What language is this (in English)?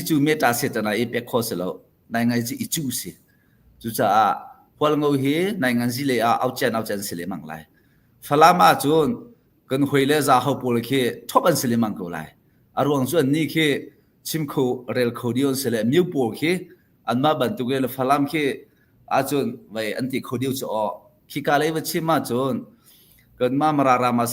Hakha Chin